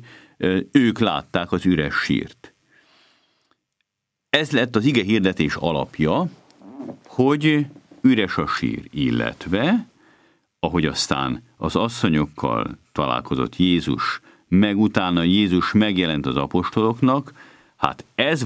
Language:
Hungarian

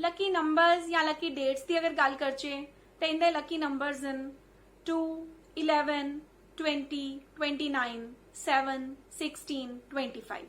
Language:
Dogri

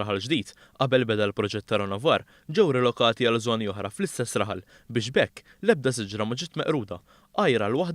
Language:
Maltese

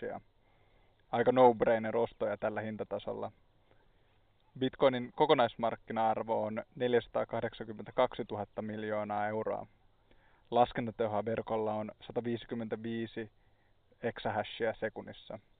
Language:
Finnish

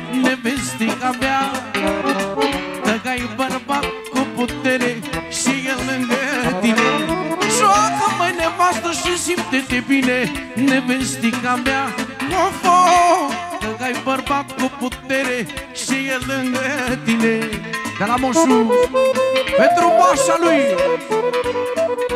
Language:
Romanian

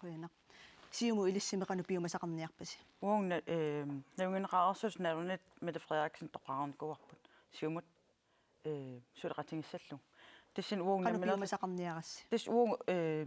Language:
Kalaallisut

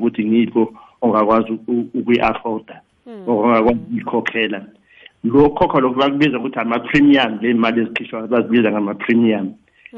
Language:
South Ndebele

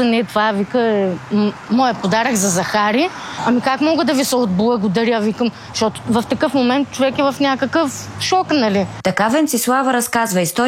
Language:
Bulgarian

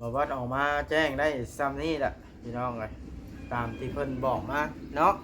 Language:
Northeastern Thai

